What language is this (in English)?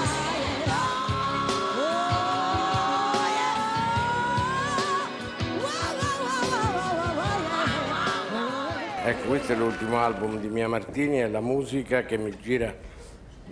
Italian